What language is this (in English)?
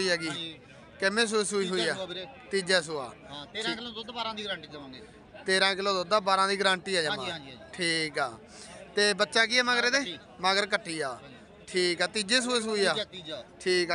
Punjabi